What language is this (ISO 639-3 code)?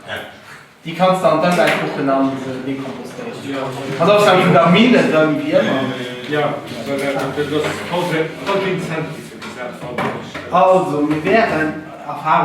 ltz